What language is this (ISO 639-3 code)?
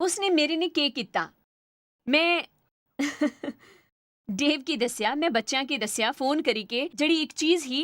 doi